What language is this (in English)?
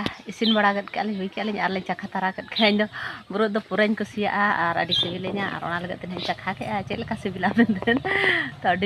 Santali